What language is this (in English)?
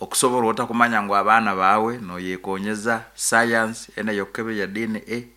Nyankole